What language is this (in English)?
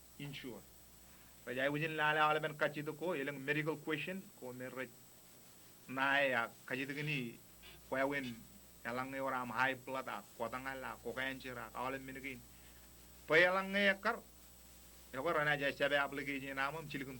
Marshallese